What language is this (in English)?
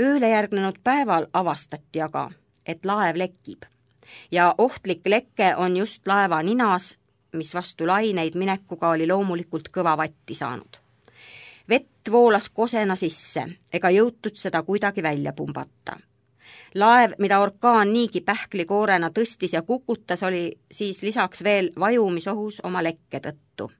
Estonian